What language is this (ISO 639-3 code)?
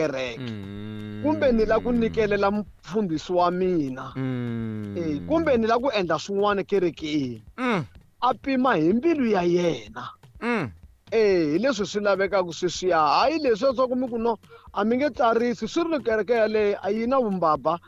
tso